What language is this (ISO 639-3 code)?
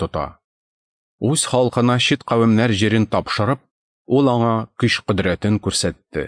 tat